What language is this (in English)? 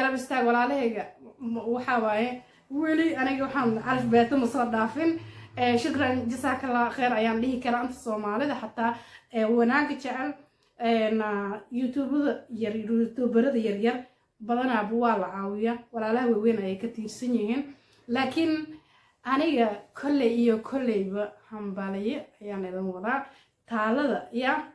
Somali